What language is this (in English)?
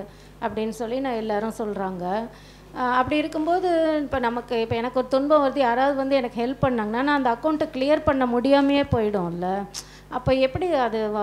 Tamil